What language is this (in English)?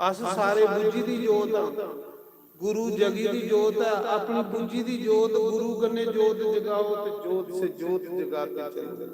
Dogri